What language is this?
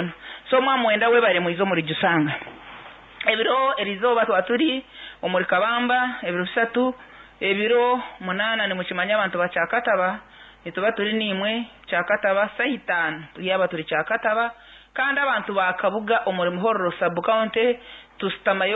Nyankole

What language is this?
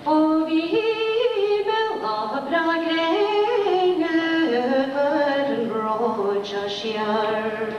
Irish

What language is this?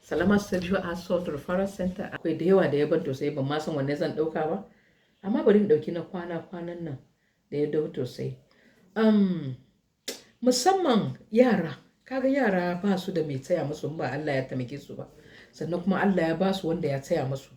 Hausa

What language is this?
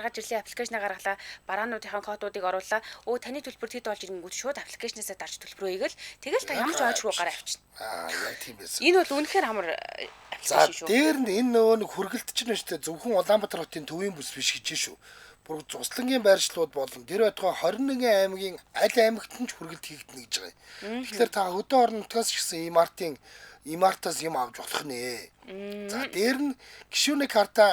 Mongolian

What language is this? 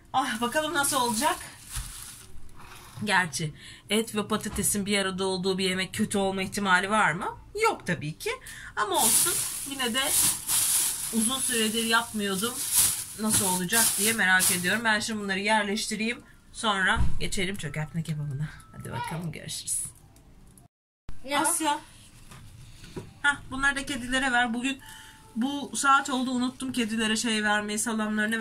Turkish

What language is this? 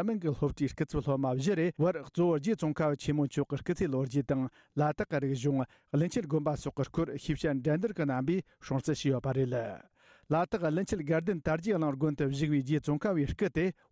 Tibetan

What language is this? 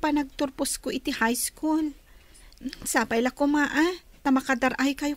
Iloko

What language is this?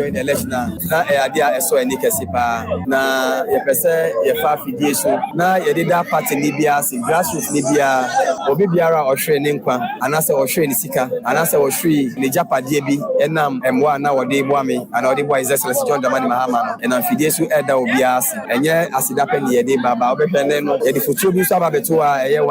Akan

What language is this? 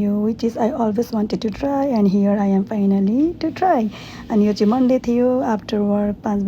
Nepali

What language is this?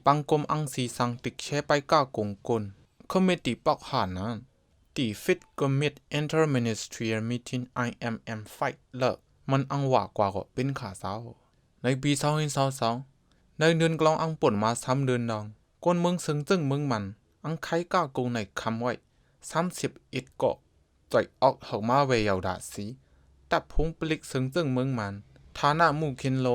Shan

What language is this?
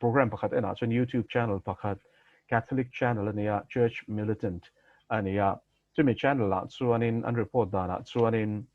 Mizo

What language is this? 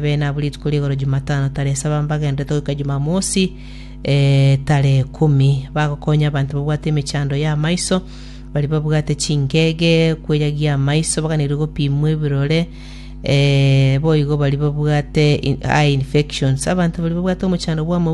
Gusii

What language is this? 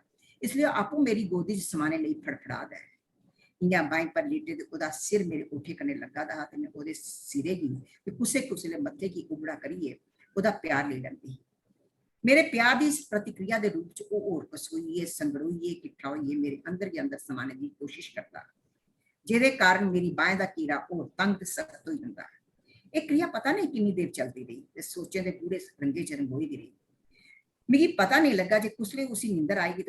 Dogri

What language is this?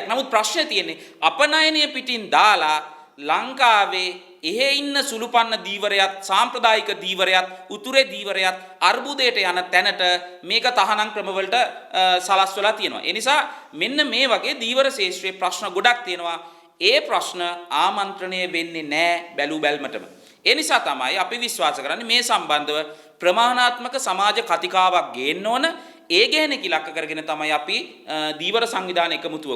Sinhala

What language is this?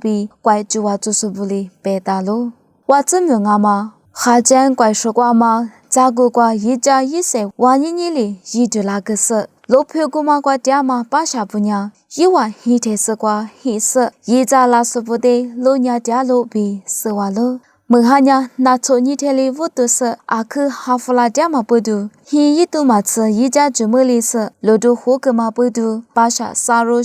Lisu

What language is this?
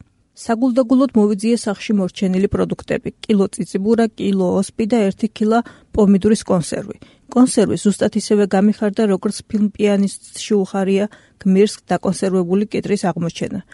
Georgian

